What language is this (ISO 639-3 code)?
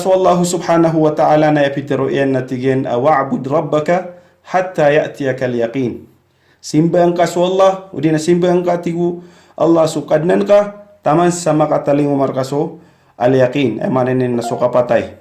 mrw